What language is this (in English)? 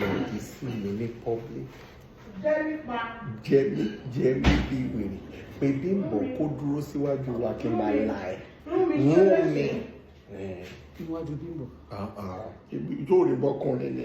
Yoruba